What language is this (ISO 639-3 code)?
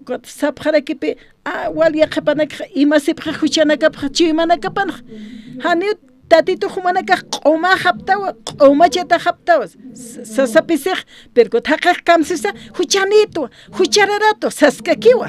aym